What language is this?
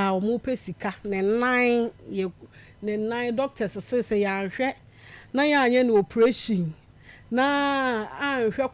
Akan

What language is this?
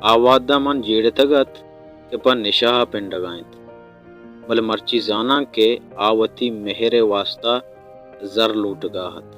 Baluchi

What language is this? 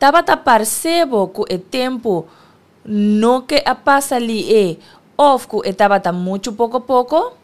Papiamento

